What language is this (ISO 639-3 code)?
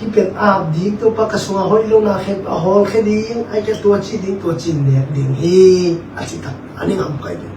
ctd